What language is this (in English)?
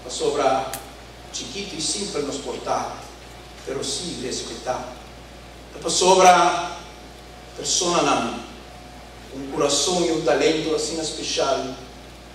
Papiamento